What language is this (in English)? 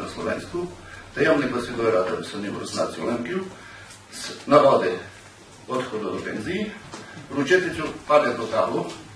Rusyn